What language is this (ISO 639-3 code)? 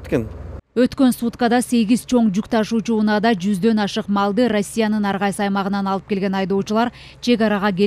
kir